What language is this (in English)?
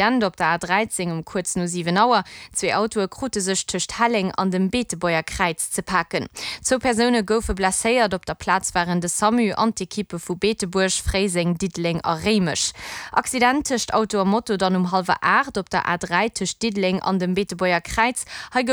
Luxembourgish